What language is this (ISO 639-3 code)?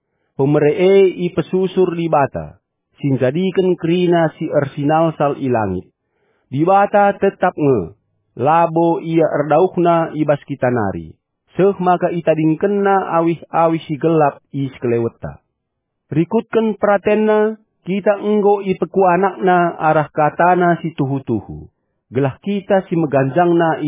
btx